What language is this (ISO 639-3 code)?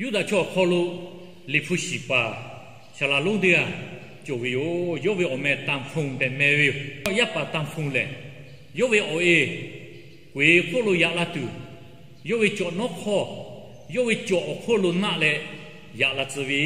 lhu